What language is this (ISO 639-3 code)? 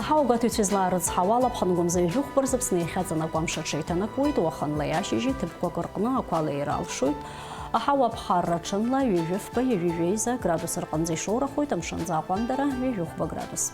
abk